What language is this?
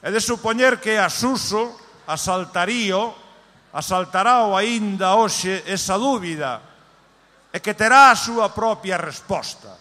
Galician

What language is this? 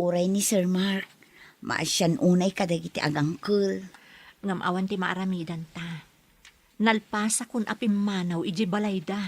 Iloko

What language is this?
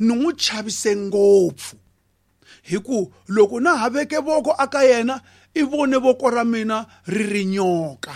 Tsonga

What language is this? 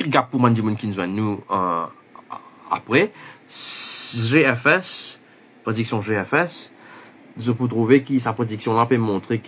Morisyen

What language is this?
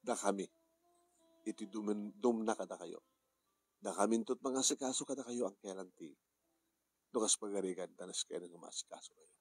Iloko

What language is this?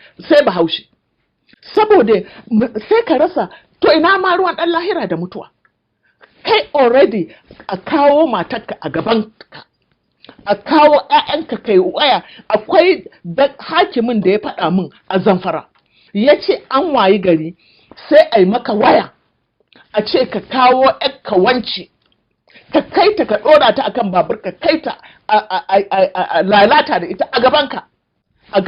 Hausa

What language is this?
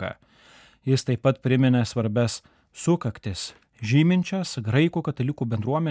Lithuanian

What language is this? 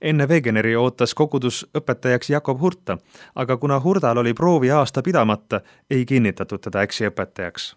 Estonian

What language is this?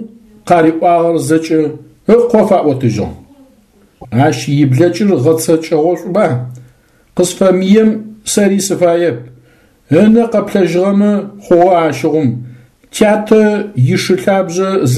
Adyghe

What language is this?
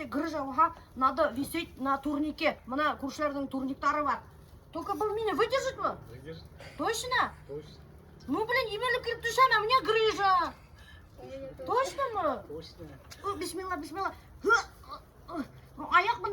Bashkir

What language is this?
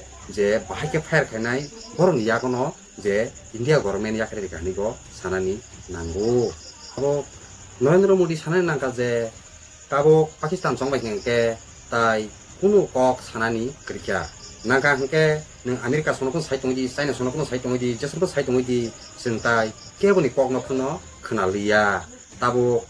Kok Borok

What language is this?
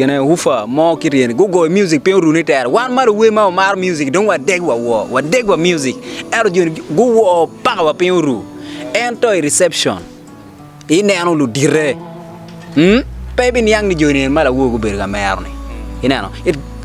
Acoli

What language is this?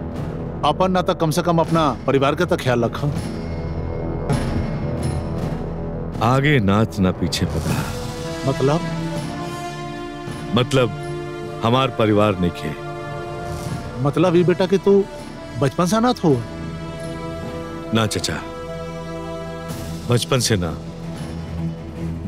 Bhojpuri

